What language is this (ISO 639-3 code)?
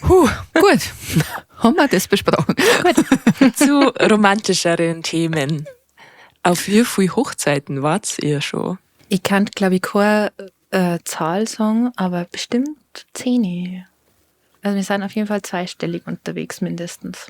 bar